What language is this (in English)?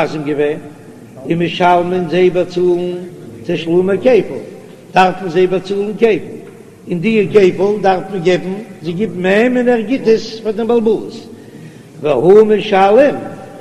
Yiddish